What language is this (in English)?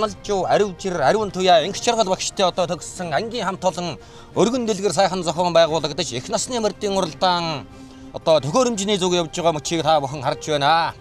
Mongolian